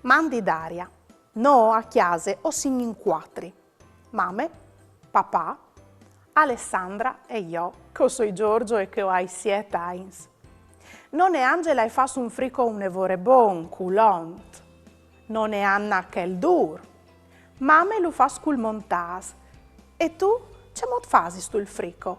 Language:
Friulian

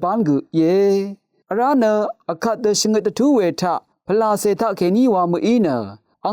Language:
Rawang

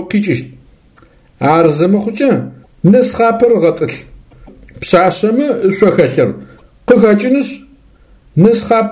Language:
Adyghe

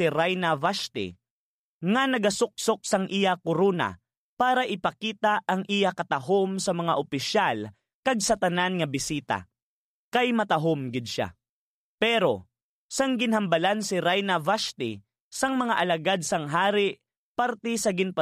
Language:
Hiligaynon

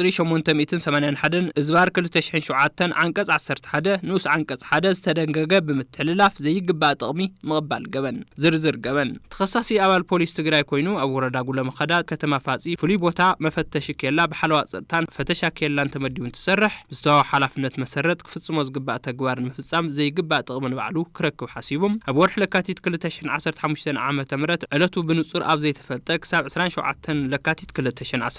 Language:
Tigrinya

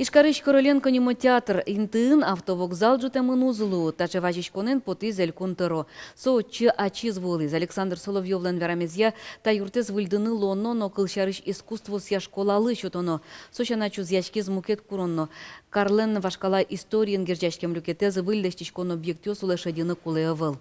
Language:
Udmurt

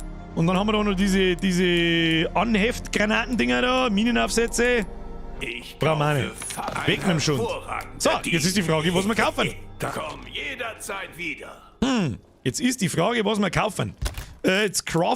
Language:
Bavarian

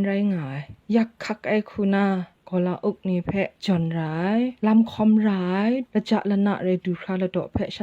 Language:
Kachin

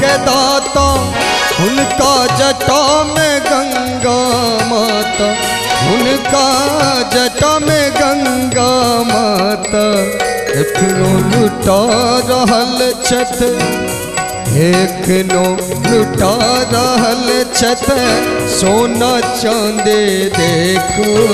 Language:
Maithili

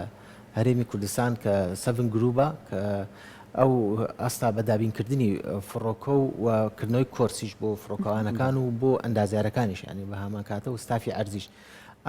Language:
Central Kurdish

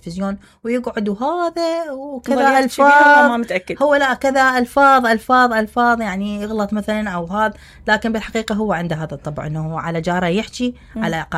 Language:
Mesopotamian Arabic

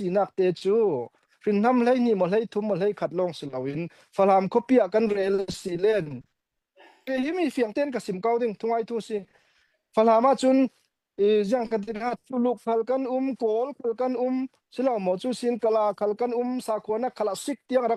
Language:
Falam Chin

